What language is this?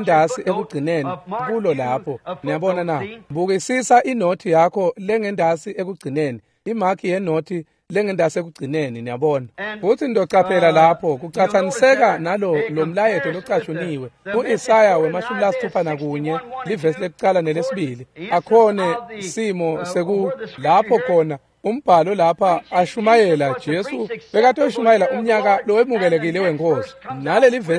Swati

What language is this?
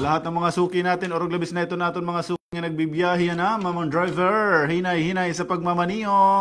Waray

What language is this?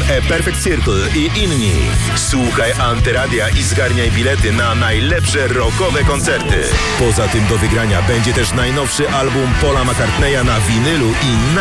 Polish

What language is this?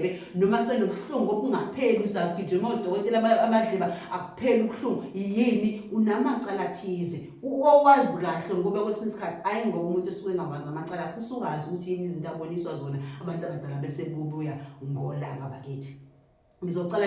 Zulu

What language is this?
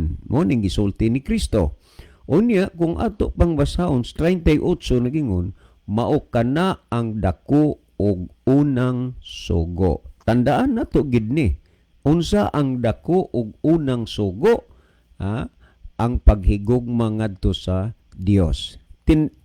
Cebuano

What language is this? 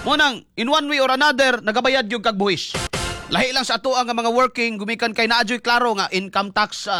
Cebuano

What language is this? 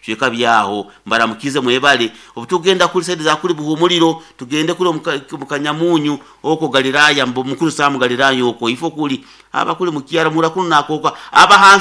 Nyoro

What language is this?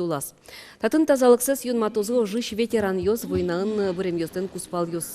Udmurt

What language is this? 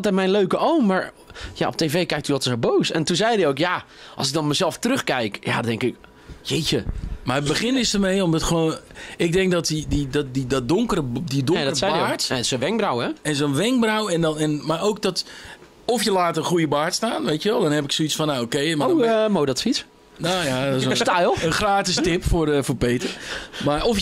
Dutch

